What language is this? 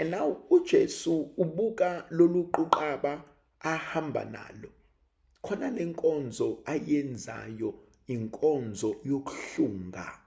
Zulu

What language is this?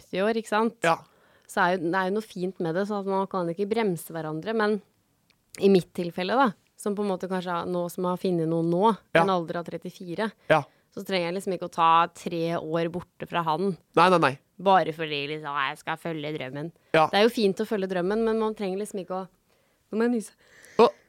Norwegian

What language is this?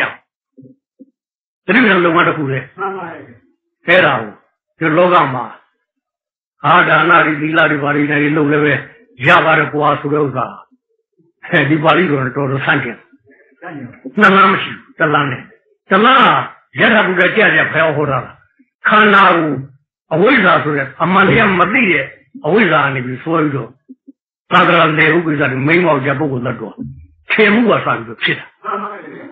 Burmese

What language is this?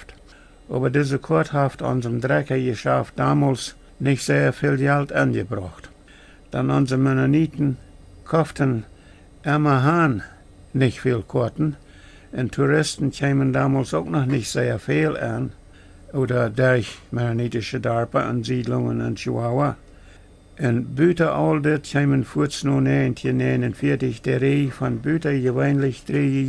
Plautdietsch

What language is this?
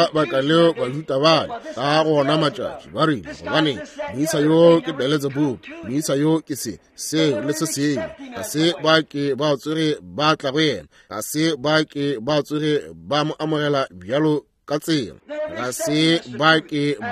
Northern Sotho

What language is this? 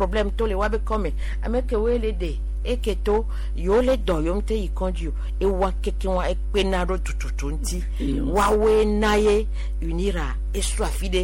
Gen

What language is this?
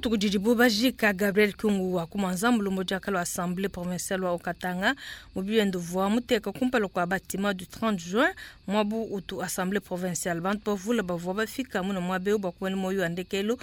Luba-Lulua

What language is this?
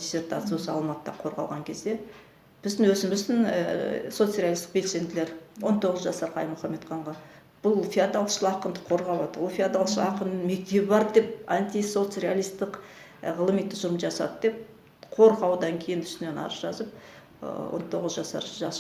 Kazakh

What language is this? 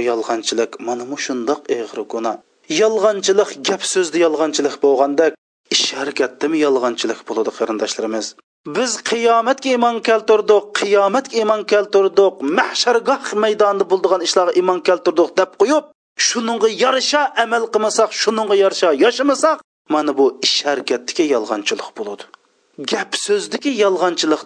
Uyghur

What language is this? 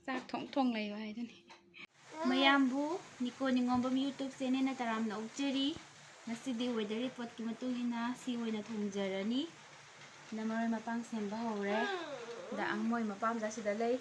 Manipuri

